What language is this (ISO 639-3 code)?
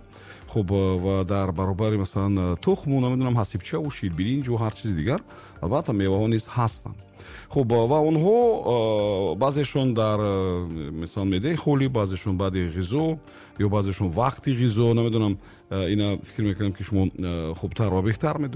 tgk